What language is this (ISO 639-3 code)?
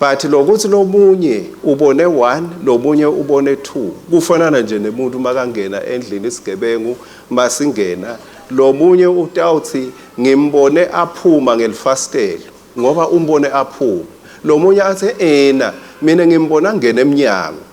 ssw